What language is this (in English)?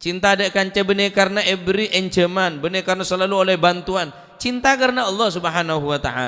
Madurese